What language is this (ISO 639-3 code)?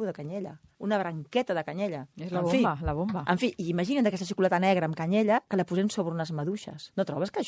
cat